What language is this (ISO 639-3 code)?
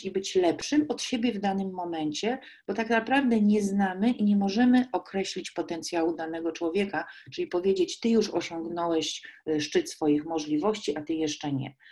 pol